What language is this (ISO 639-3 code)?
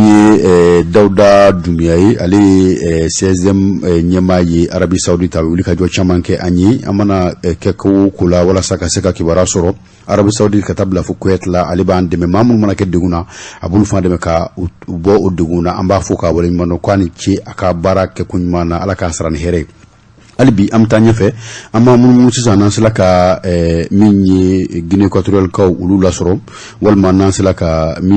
bam